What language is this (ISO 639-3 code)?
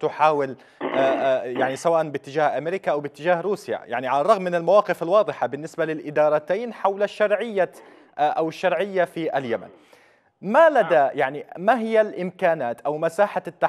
ara